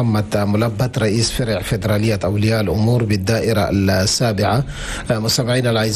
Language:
Chadian Arabic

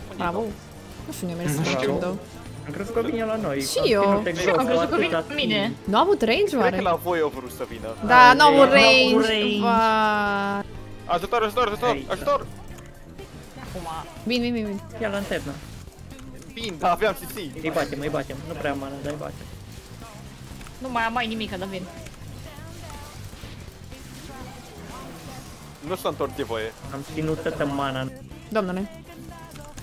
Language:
Romanian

